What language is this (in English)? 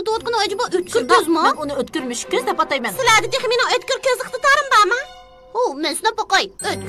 Uyghur